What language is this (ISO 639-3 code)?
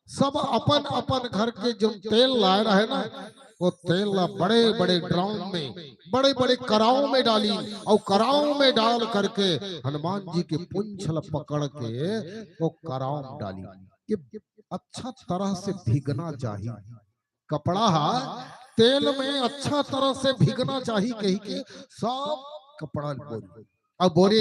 hne